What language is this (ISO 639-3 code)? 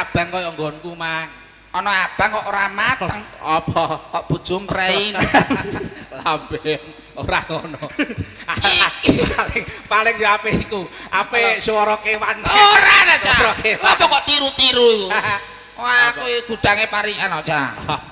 jav